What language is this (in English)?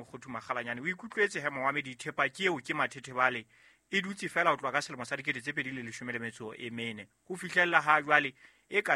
Southern Sotho